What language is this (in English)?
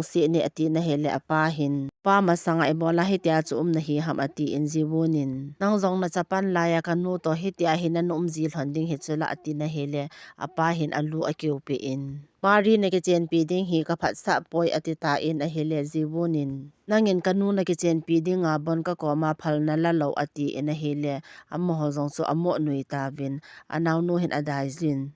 Thado Chin